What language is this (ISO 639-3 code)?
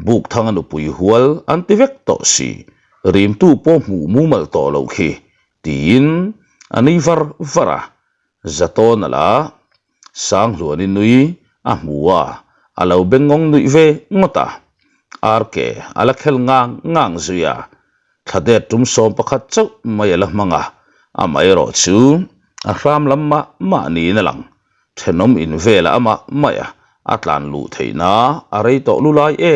lus